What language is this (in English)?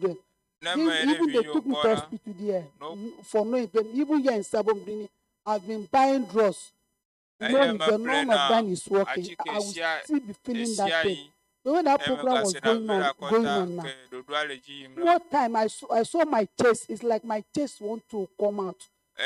Ewe